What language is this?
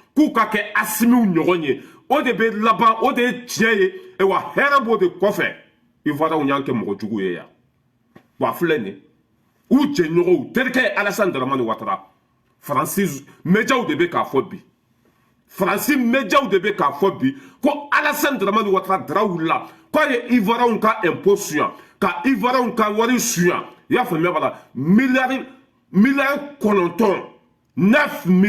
Bambara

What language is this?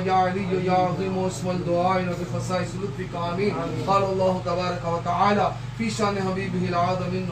Urdu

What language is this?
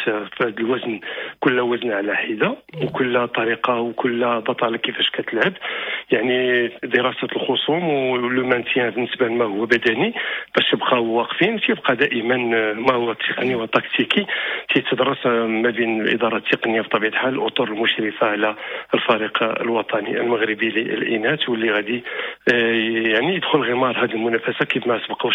Moroccan Arabic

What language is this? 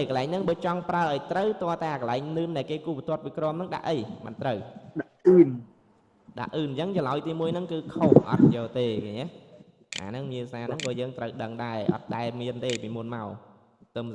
Khmer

